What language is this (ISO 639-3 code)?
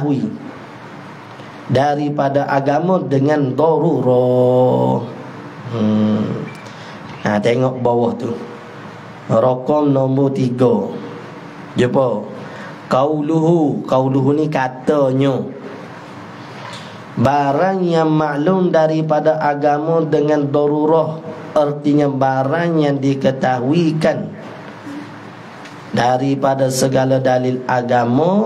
msa